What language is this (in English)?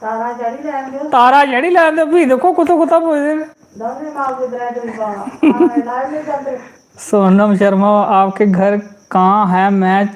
Dogri